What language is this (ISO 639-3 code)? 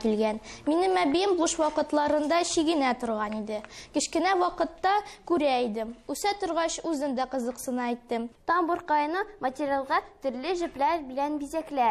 tat